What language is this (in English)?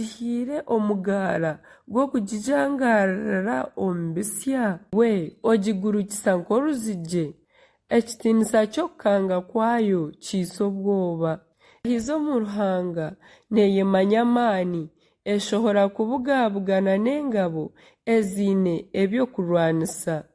Nyankole